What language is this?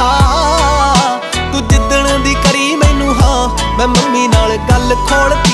Punjabi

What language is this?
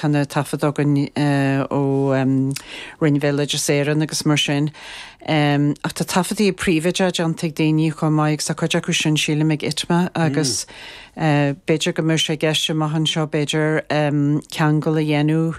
Irish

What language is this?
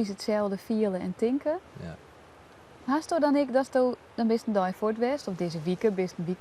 Western Frisian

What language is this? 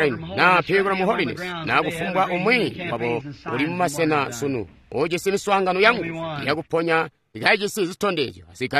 Tonga (Zambia)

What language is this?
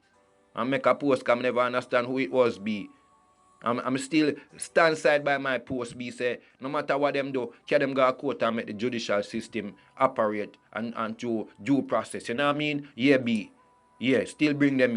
Jamaican Creole English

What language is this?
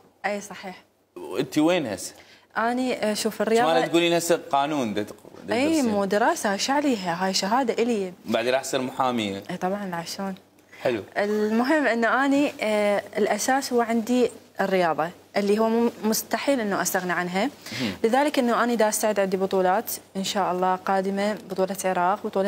Mesopotamian Arabic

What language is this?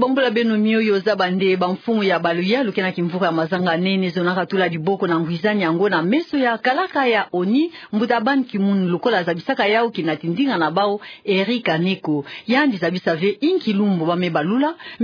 Kituba (Democratic Republic of Congo)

